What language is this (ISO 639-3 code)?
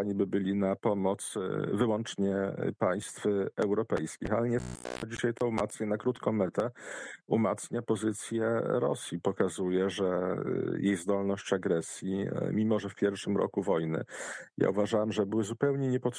pol